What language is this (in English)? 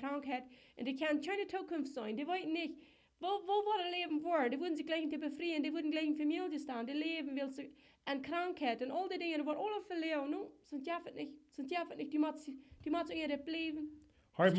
Plautdietsch